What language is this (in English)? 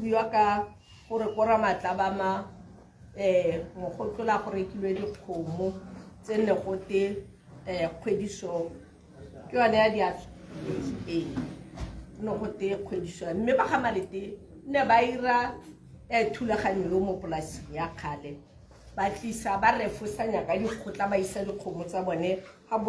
Tswana